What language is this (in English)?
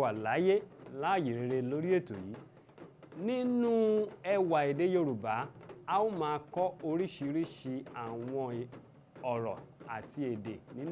Yoruba